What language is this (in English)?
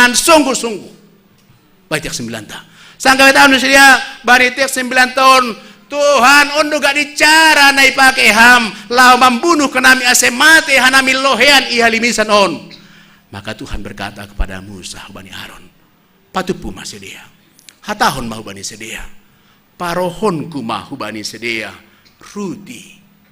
Batak Simalungun